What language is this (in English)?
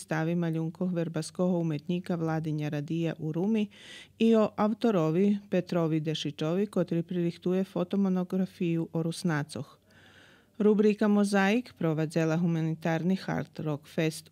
Rusyn